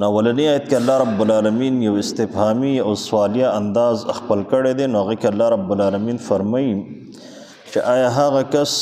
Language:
Pashto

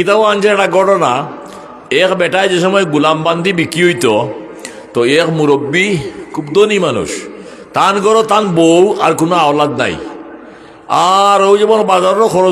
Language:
Sylheti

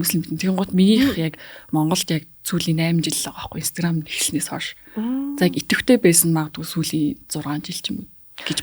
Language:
Mongolian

